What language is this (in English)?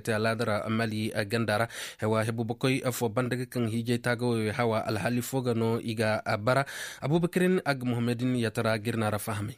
Koyraboro Senni